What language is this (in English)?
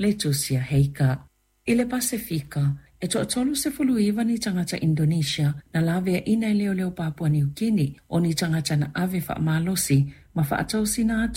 Samoan